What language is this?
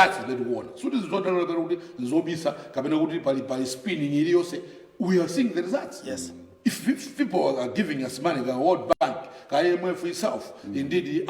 Nyanja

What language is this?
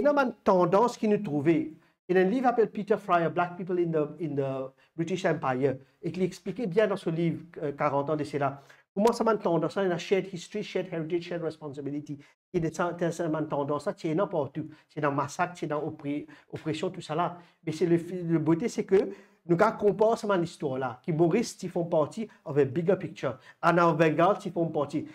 Morisyen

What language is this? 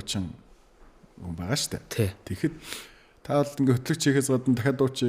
Mongolian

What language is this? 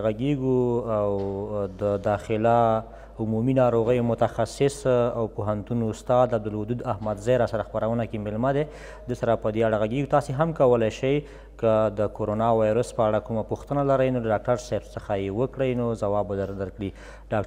Pashto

